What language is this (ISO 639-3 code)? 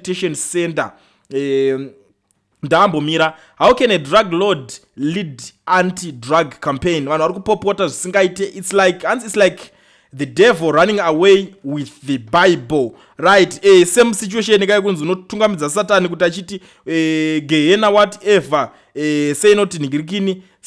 sna